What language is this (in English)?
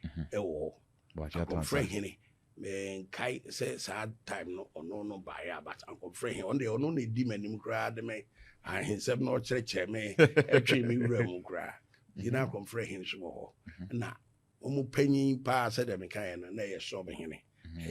Akan